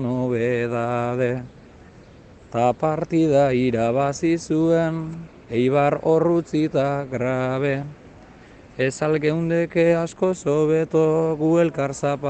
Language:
Basque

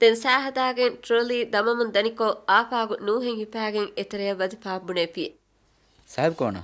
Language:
Divehi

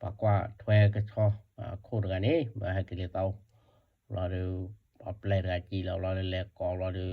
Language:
S'gaw Karen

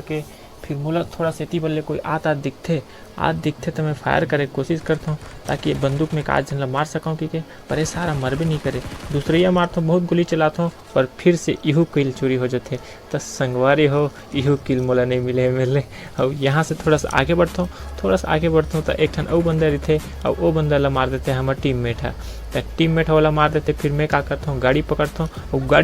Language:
Chhattisgarhi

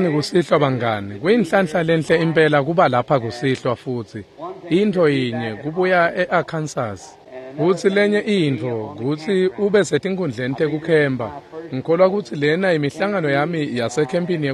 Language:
Swati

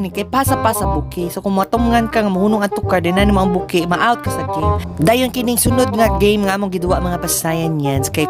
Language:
Cebuano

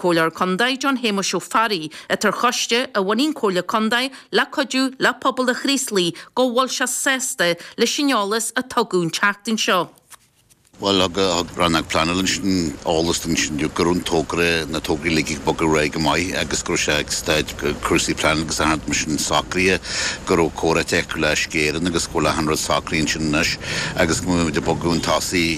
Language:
Irish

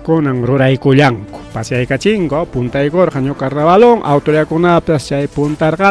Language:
Ayacucho Quechua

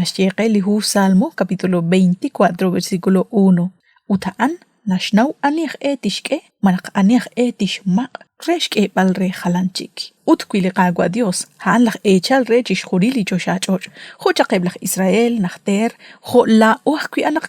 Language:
Kekchí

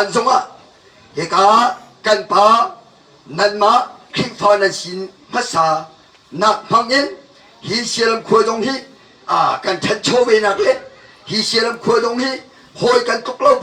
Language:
Hakha Chin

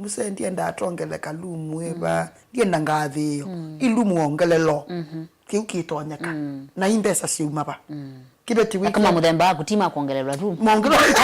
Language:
Kamba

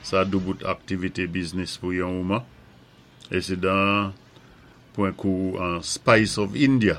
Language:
Saint Lucian Creole French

